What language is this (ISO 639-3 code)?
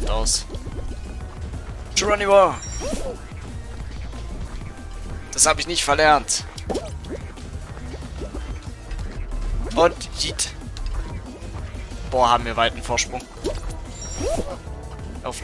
deu